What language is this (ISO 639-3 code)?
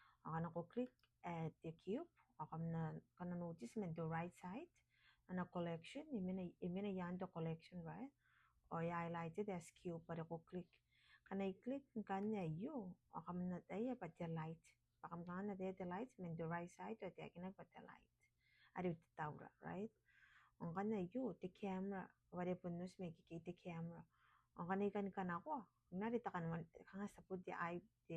gil